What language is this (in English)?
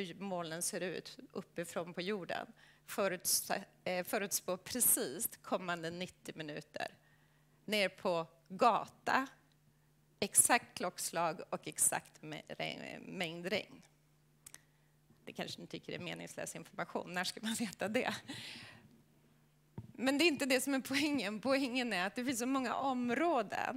Swedish